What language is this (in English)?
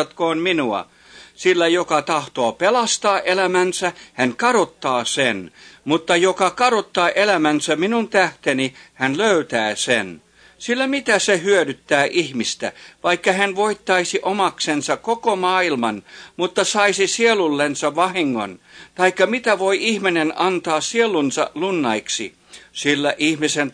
Finnish